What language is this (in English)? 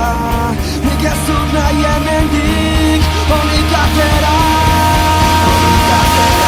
Basque